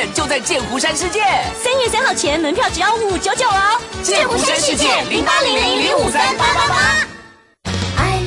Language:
Chinese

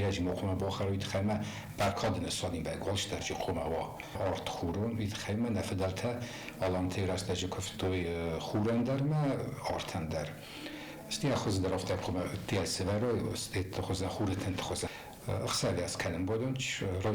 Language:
Ossetic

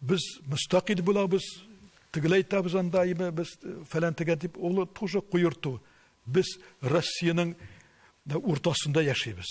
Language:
Tatar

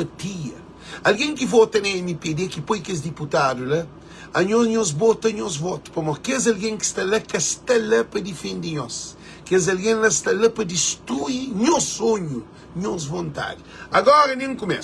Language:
Kabuverdianu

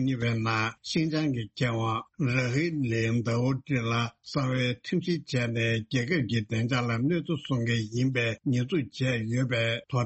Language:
Tibetan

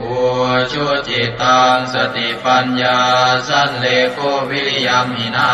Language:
Pali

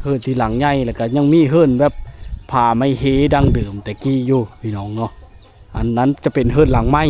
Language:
Lao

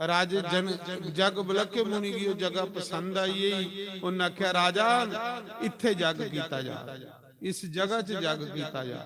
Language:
Dogri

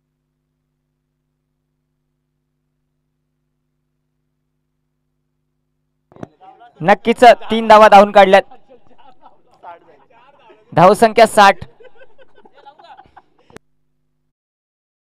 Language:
Marathi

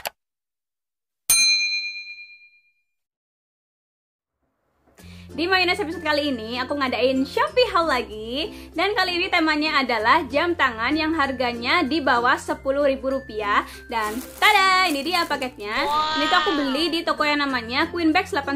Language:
Indonesian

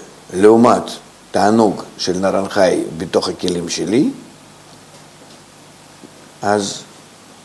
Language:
Hebrew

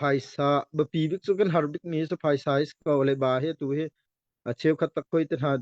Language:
Hakha Chin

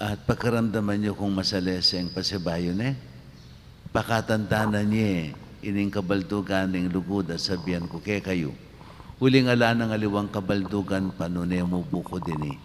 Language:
Pampanga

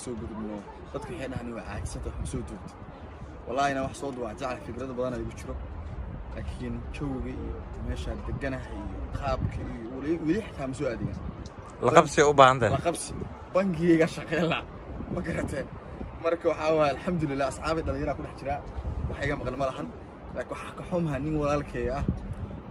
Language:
Somali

